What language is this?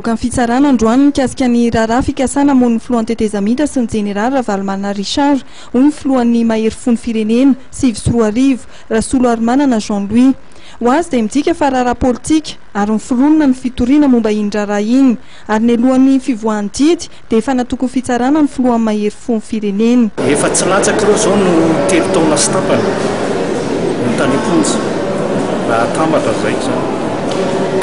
Malagasy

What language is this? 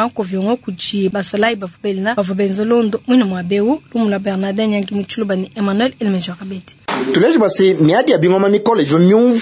Luba-Lulua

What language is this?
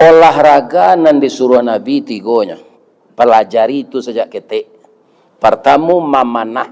Minangkabau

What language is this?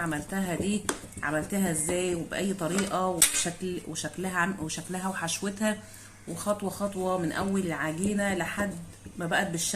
Egyptian Arabic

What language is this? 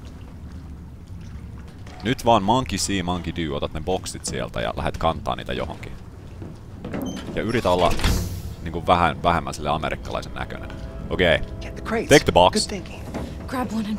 Finnish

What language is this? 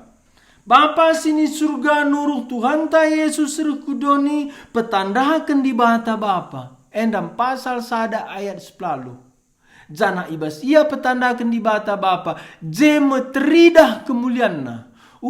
Batak Karo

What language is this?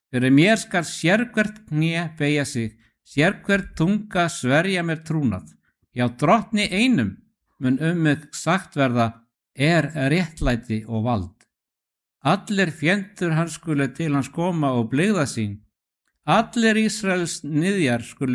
Icelandic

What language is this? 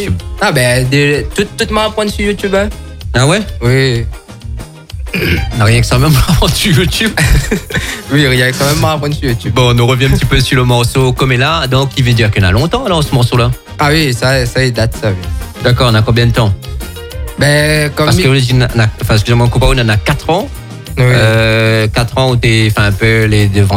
French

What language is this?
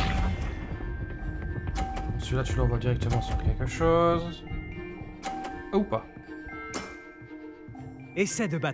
French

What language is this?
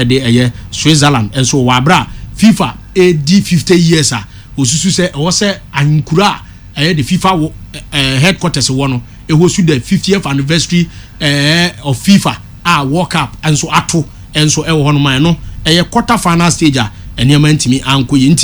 Akan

